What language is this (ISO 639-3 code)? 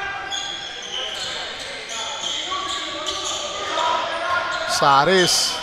ell